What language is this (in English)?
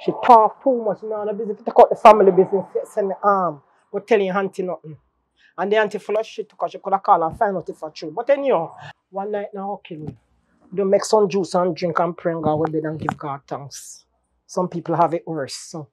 Jamaican Creole English